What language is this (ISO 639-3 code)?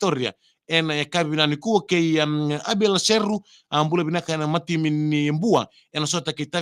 fij